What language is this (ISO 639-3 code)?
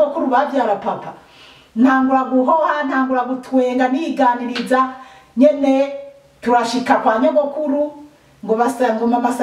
run